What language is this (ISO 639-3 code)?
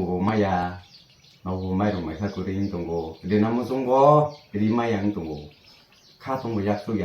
trp